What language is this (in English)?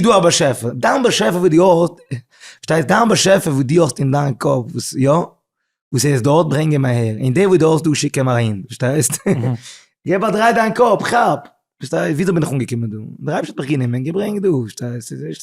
Yiddish